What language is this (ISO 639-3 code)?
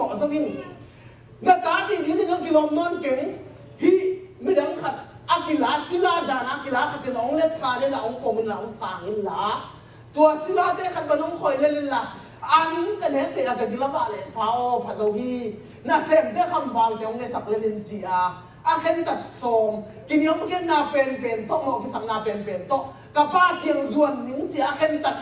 ctd